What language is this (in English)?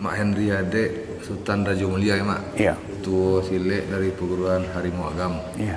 Minangkabau